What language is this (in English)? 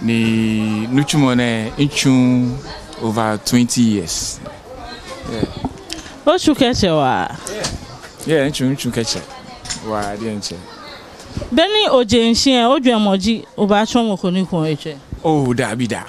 Ga